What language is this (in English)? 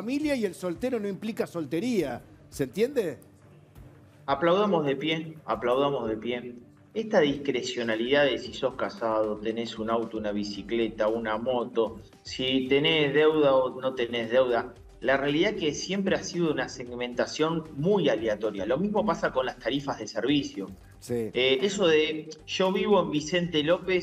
Spanish